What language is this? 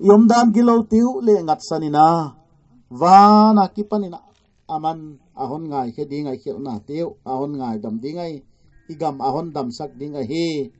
Paite Chin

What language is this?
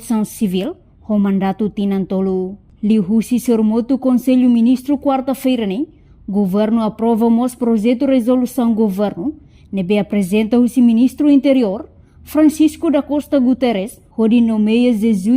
Tetum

